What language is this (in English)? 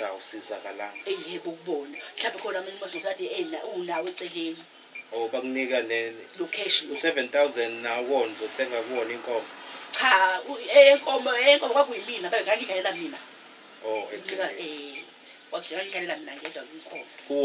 Zulu